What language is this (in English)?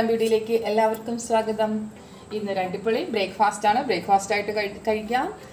Malayalam